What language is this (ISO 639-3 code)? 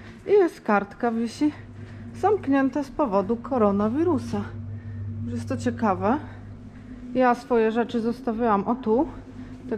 pol